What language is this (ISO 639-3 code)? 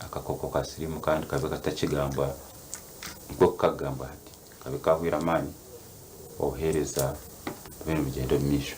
nyn